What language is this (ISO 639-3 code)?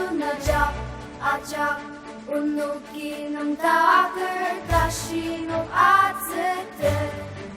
njo